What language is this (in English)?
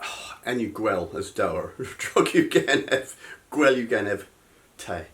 Cornish